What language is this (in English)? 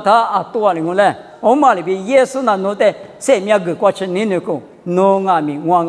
Lisu